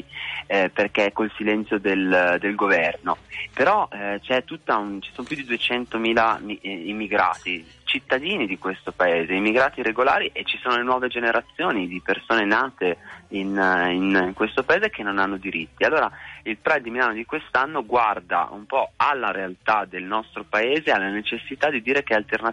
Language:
Italian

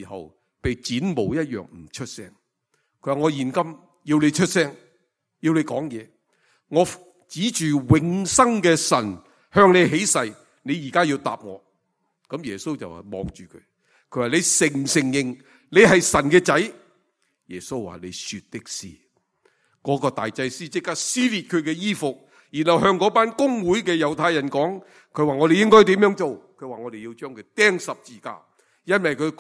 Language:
Cantonese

